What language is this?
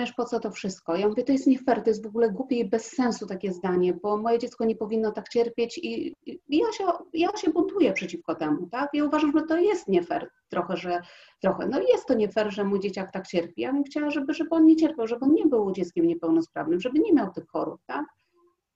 Polish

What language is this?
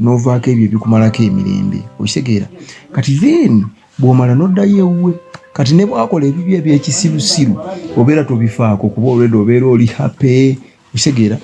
Ganda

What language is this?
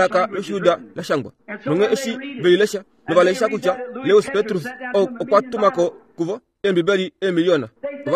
Kuanyama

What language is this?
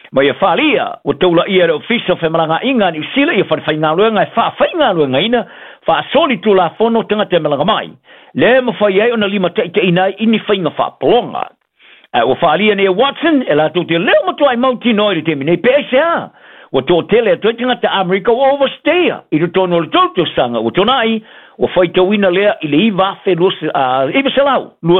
Samoan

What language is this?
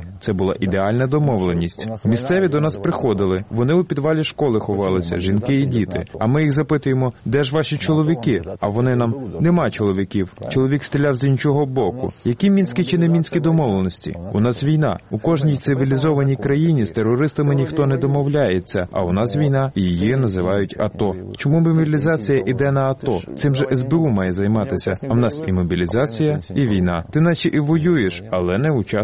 Ukrainian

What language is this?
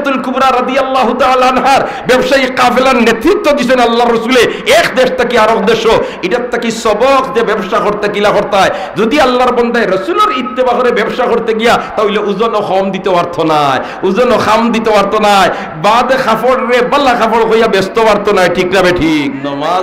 Sylheti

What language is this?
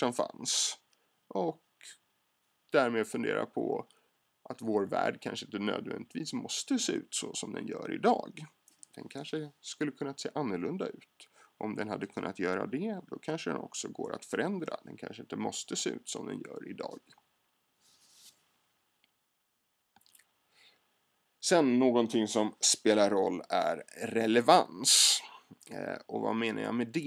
Swedish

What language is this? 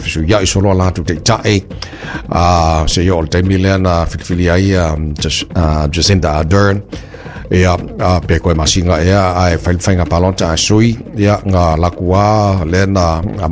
Samoan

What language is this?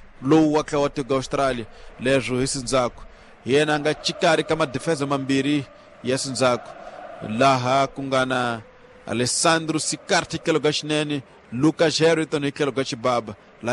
Tsonga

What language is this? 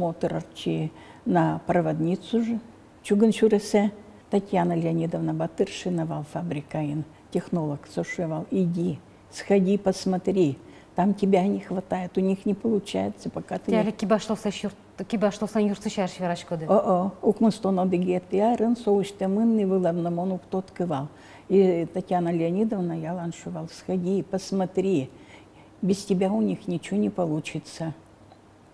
Udmurt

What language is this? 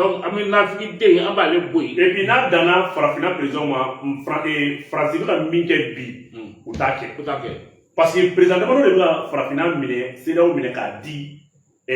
Bambara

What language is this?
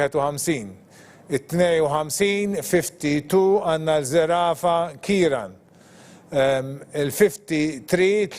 Maltese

